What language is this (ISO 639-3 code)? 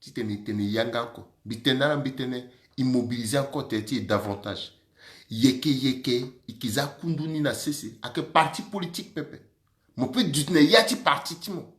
sag